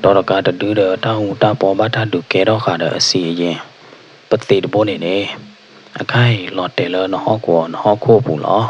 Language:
S'gaw Karen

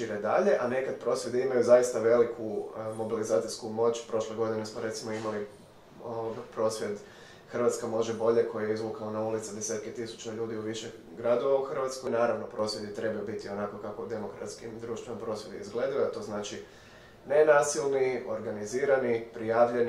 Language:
Croatian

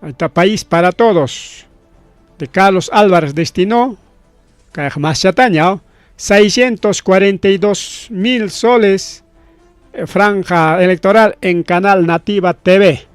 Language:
Ayacucho Quechua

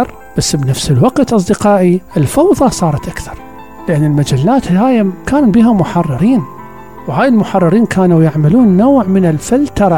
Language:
Mesopotamian Arabic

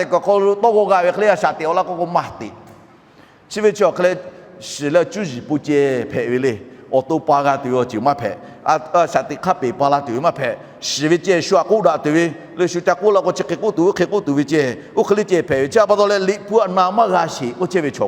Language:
Lahu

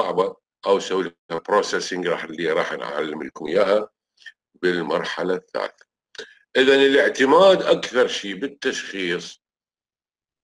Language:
Mesopotamian Arabic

